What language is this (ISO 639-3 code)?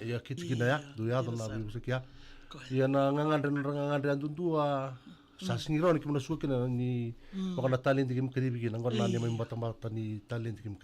fij